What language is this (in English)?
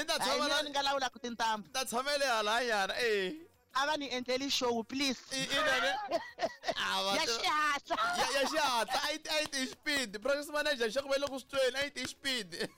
Tsonga